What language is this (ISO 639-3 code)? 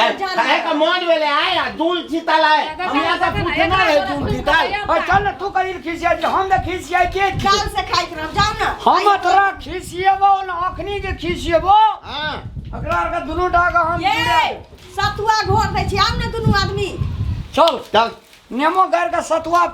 mai